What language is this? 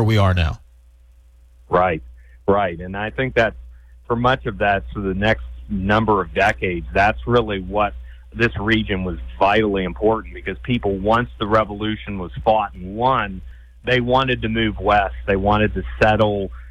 English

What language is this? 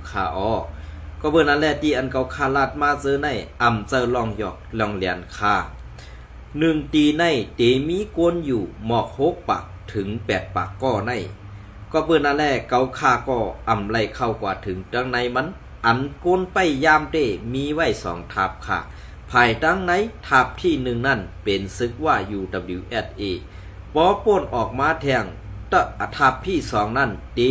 Shan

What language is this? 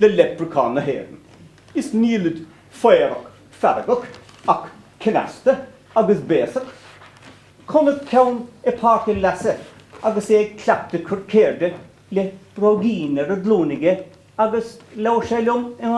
Irish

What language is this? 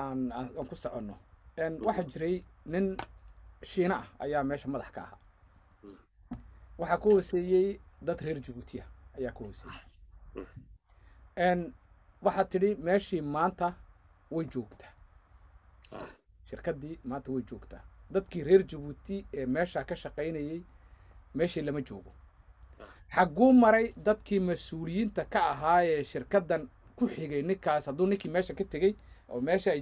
Somali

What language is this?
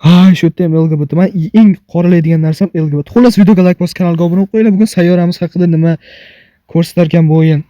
Uzbek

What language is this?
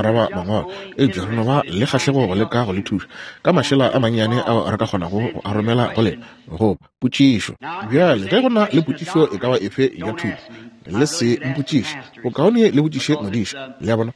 Northern Sotho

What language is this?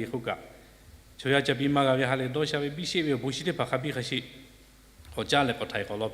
Lahu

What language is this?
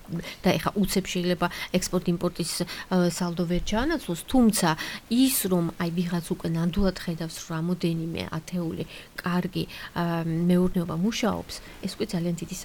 Georgian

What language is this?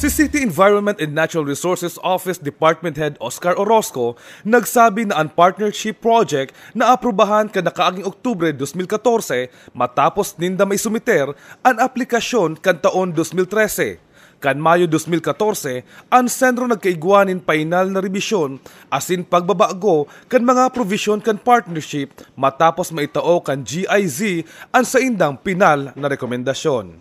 Bikol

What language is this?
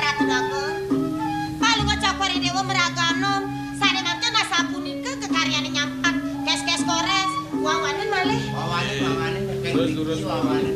Balinese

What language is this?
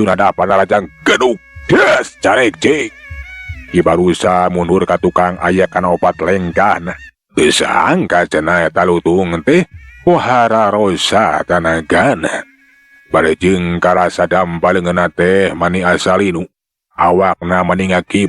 Sundanese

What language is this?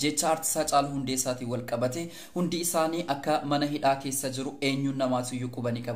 Oromo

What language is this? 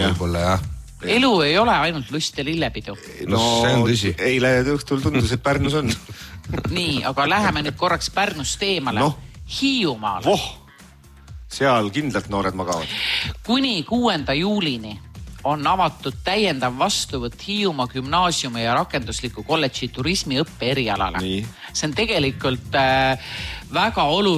Estonian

